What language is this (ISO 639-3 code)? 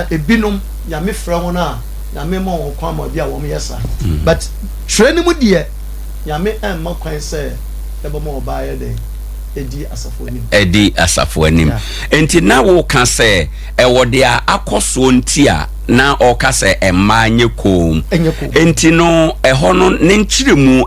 aka